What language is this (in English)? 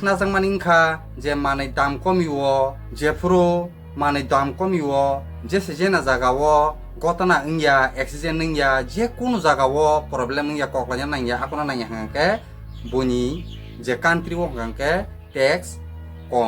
Kok Borok